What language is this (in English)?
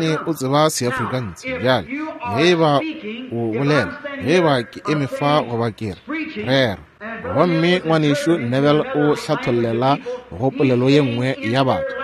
Northern Sotho